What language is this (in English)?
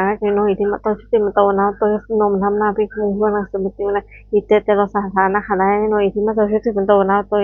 Pali